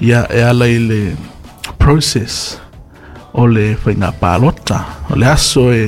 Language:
Samoan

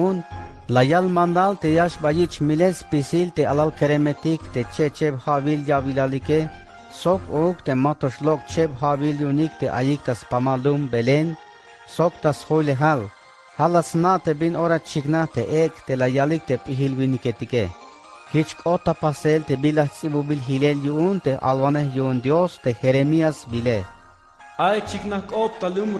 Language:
Tzeltal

